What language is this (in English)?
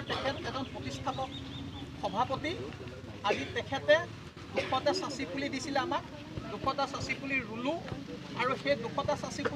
Assamese